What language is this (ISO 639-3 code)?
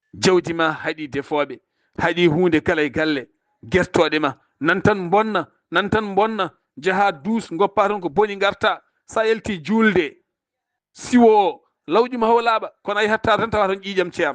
ful